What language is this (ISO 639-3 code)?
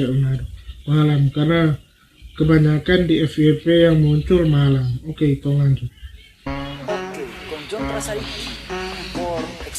xmm